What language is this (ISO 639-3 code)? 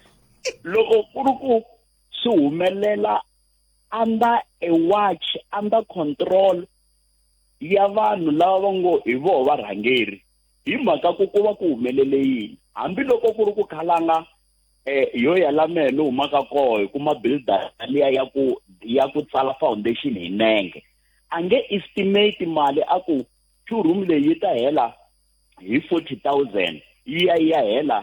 tso